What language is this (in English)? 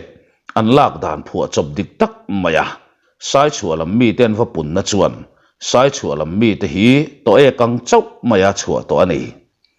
Mizo